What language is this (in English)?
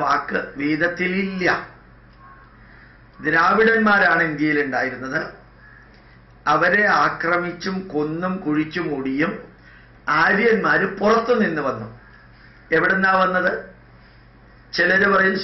Malayalam